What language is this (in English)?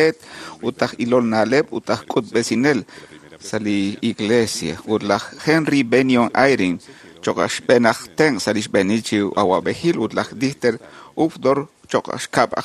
Kekchí